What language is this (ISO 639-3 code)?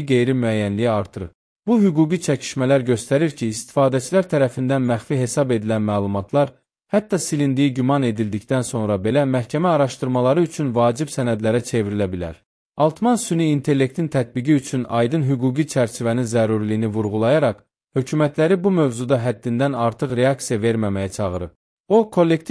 aze